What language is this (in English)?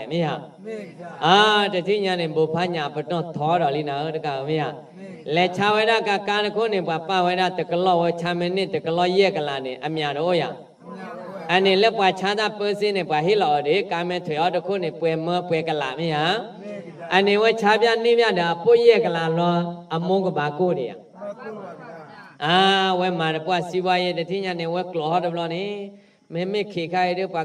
S'gaw Karen